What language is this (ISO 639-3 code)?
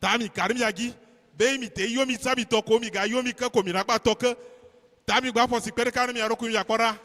ewe